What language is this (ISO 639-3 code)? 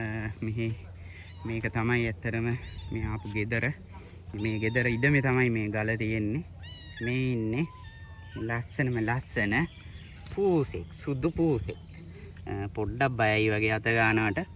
sin